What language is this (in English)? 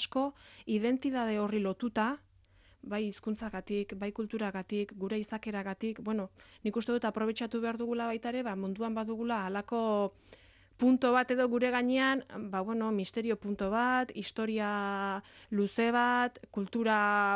Basque